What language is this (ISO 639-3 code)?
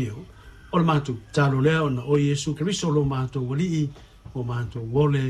smo